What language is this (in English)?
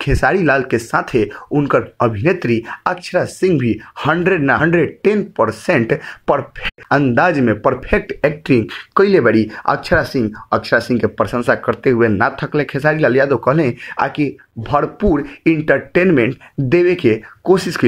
Bhojpuri